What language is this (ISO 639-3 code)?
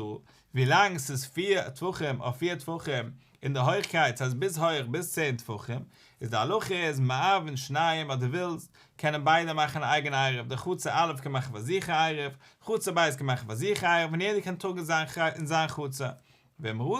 yid